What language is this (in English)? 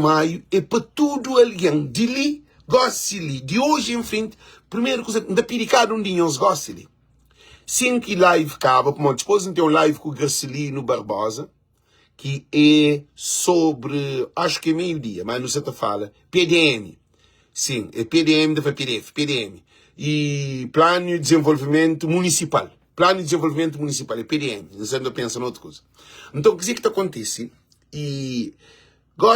Kabuverdianu